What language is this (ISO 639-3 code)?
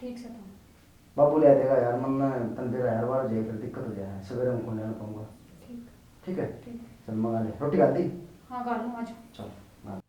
bgc